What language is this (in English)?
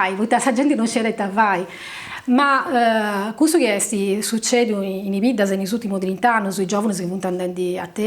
Sardinian